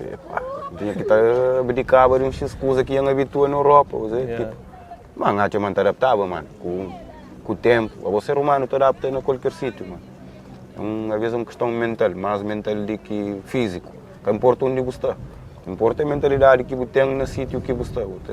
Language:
Kabuverdianu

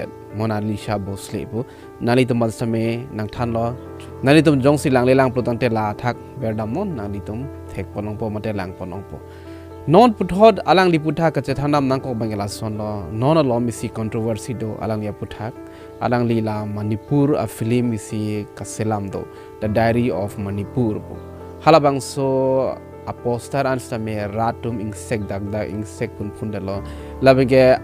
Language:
Karbi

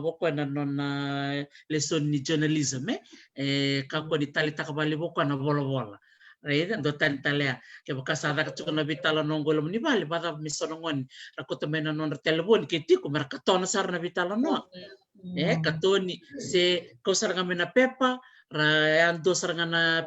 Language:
Fijian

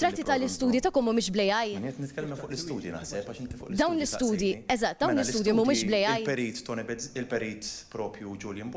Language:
Maltese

